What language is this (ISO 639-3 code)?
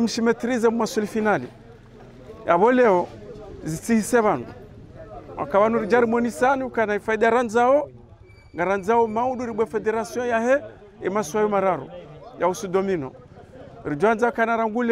wlc